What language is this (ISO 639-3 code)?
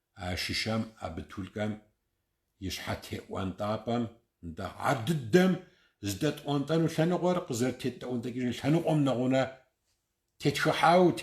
kbd